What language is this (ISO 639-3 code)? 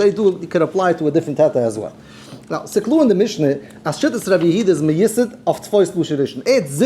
yid